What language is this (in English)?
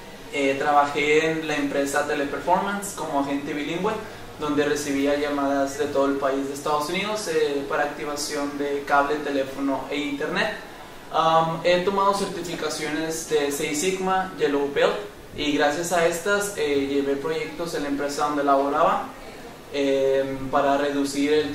Spanish